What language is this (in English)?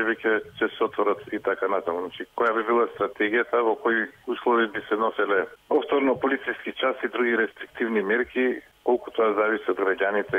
Macedonian